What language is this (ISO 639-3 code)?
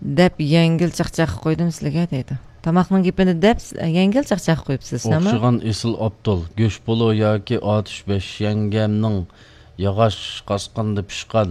uig